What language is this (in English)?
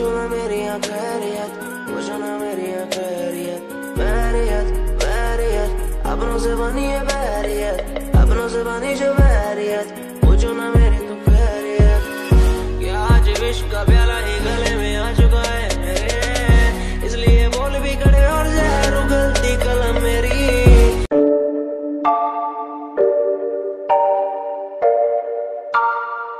Hindi